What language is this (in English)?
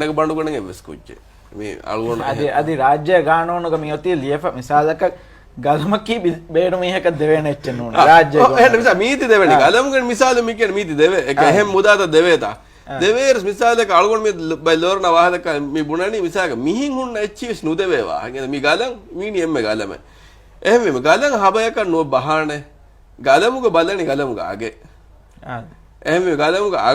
Divehi